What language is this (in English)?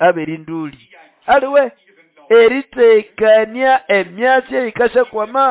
Nande